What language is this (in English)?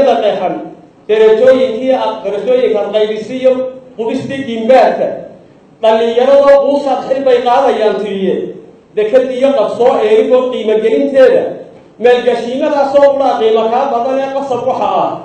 Somali